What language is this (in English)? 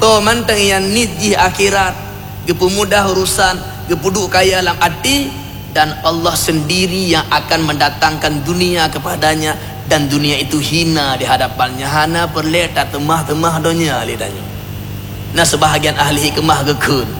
Achinese